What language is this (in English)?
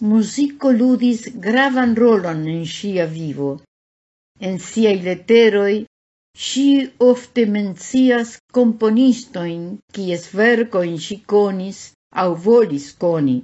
Esperanto